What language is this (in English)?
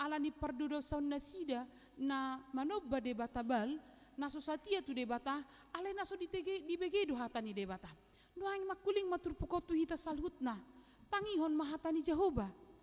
Batak Toba